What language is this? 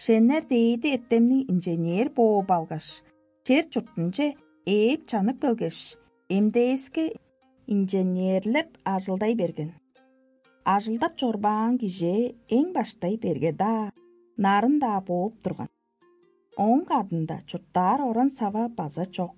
Tuvinian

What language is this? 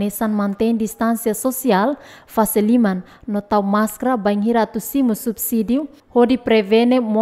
Tetum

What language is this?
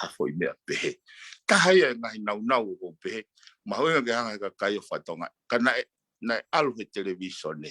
Tongan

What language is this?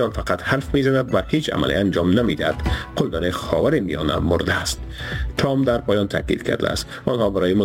Persian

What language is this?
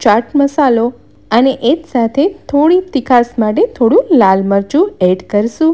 Gujarati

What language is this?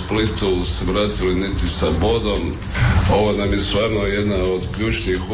Croatian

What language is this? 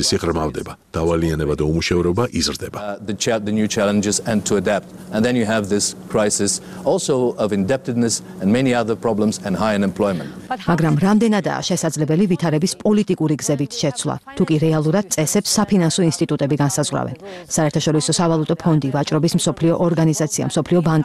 Georgian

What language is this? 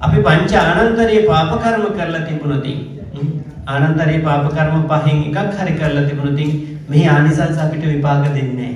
Sinhala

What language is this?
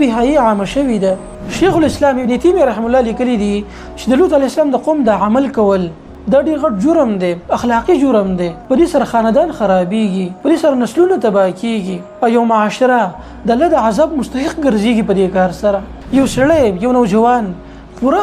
Pashto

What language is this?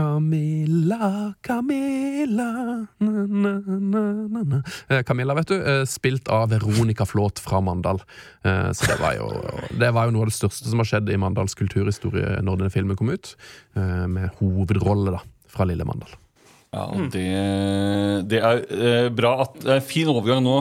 Norwegian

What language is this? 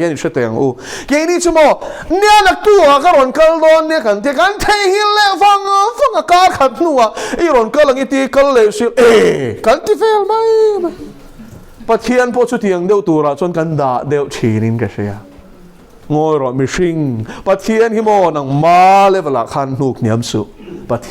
Mizo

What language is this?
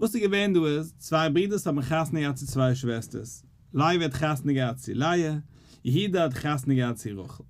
Yiddish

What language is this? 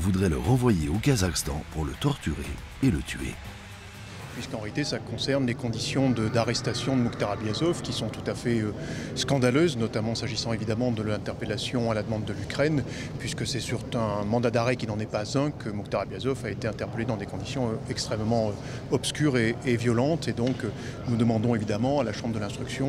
French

